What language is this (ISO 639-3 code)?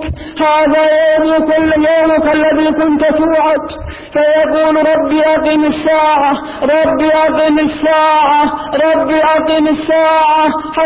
ara